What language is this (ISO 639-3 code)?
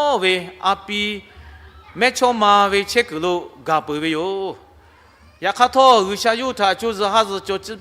lhu